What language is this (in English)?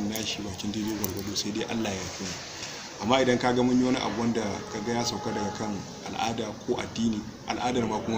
Hausa